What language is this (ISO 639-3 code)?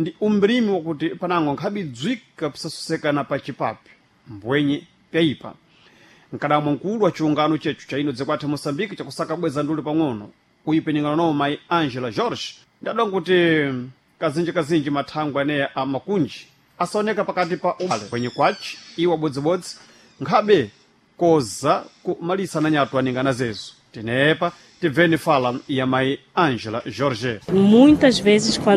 seh